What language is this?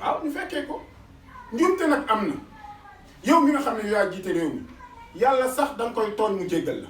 Wolof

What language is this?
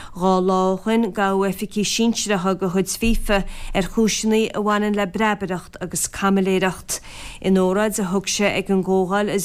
Irish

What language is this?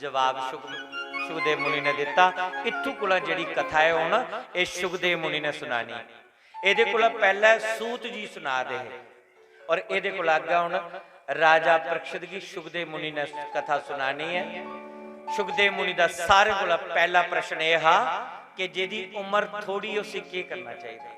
Dogri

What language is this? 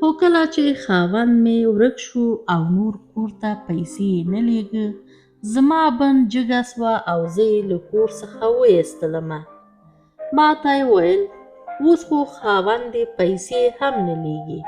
Pashto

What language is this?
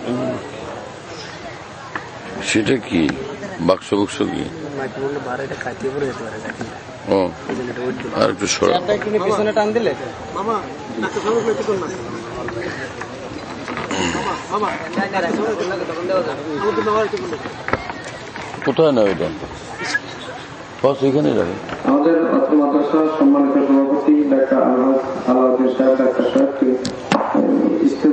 Bangla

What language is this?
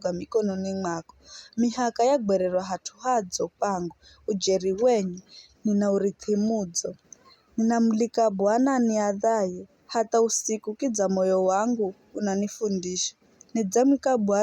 Giryama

